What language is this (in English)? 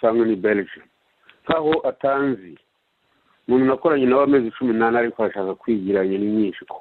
Kinyarwanda